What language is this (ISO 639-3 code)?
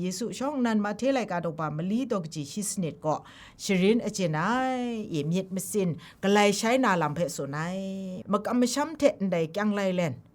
kac